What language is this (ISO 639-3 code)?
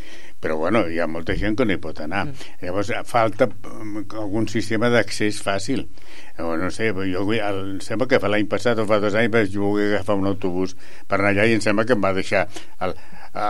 cat